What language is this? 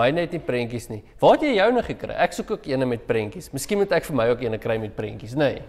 Afrikaans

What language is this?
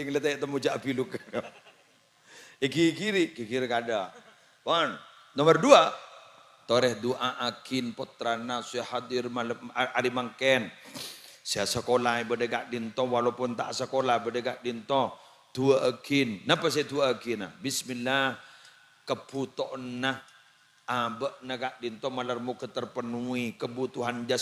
Madurese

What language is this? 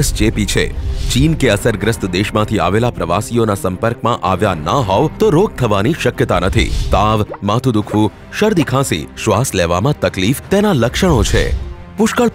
Gujarati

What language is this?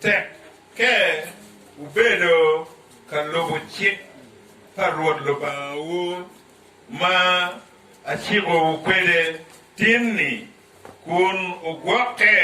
Acoli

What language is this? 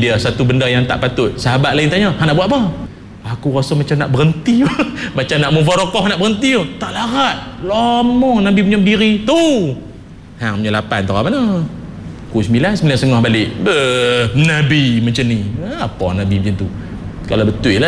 Malay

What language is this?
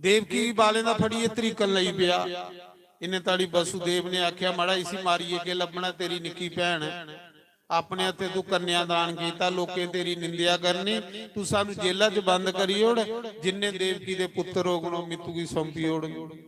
Dogri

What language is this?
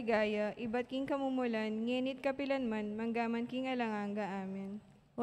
Pampanga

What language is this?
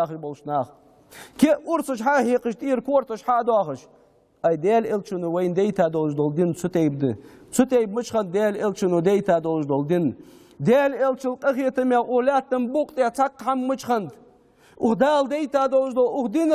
Ingush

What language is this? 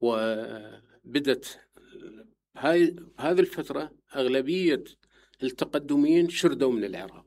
Mesopotamian Arabic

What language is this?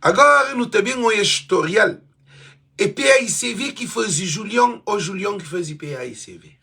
Kabuverdianu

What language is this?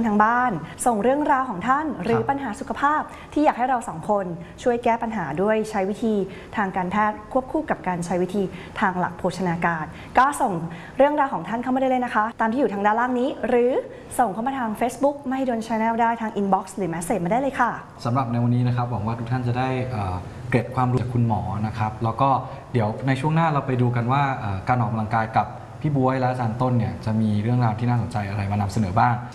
Thai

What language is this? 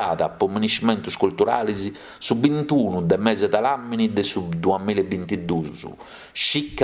Sardinian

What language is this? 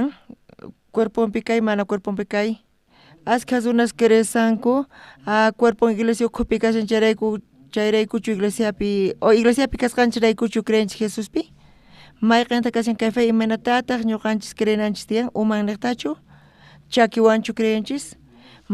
South Bolivian Quechua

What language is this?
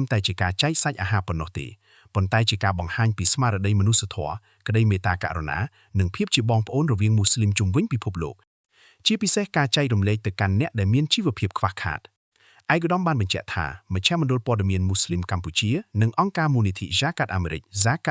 Khmer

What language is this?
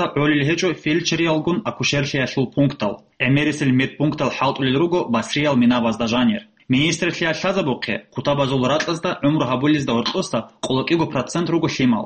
Avaric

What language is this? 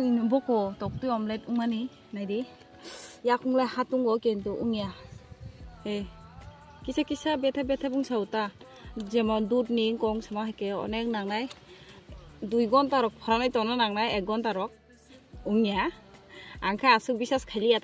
Kok Borok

